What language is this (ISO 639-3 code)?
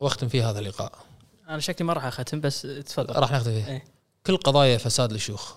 afb